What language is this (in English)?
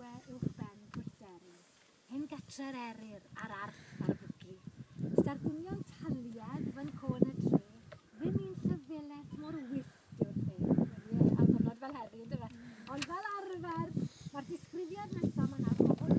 Welsh